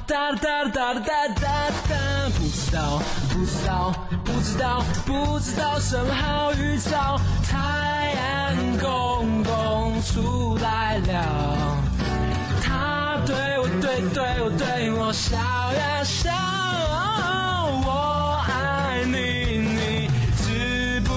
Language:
Chinese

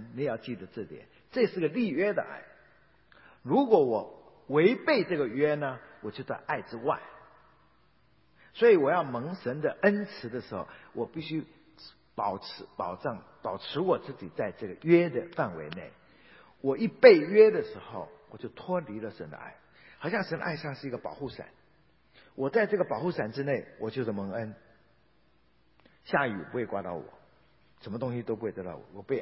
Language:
Chinese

